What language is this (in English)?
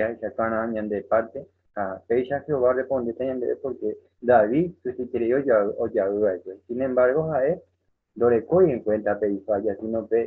Guarani